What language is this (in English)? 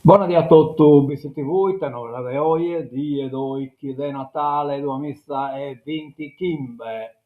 Sardinian